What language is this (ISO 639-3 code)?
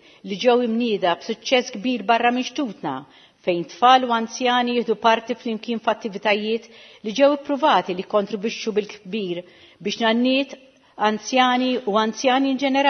mlt